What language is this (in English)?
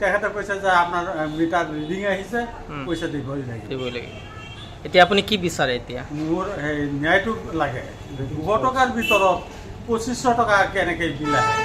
Assamese